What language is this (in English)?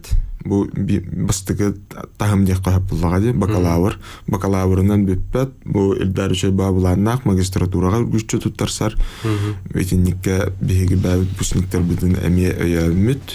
Yakut